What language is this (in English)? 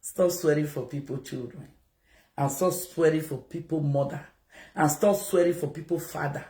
Nigerian Pidgin